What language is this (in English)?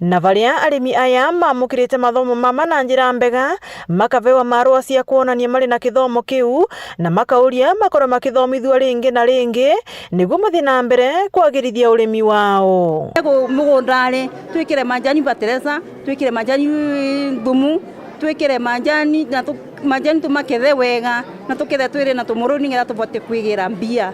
Meru